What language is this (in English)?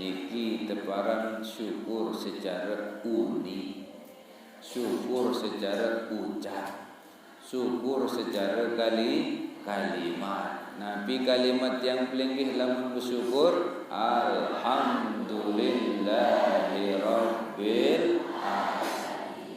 Sasak